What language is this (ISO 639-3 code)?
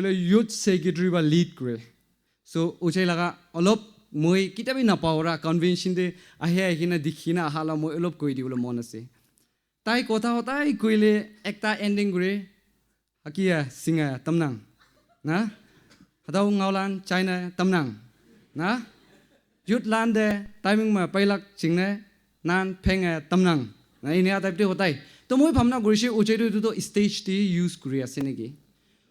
nag